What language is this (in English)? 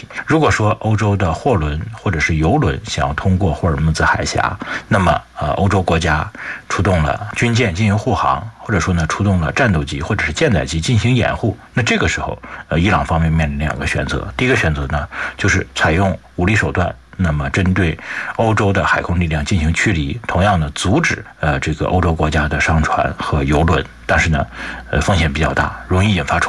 Chinese